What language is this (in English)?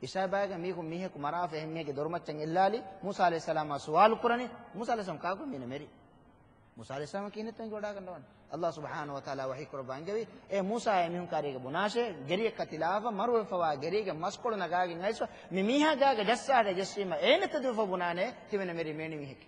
Divehi